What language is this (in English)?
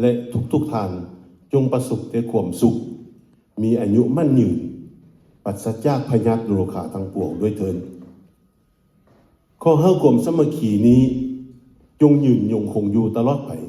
Lao